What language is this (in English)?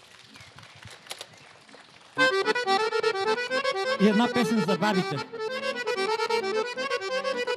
Bulgarian